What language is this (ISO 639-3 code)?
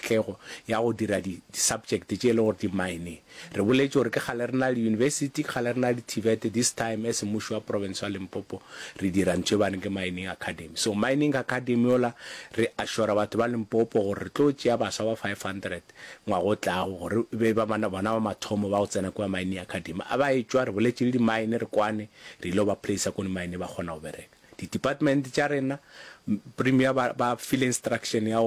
nso